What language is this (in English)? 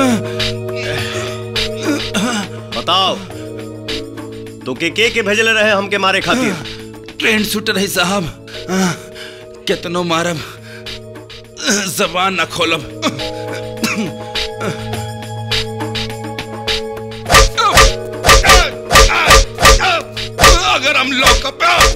Bhojpuri